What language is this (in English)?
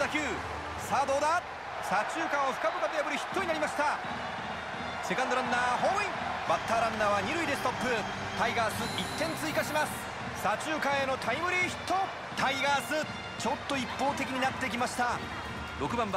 Japanese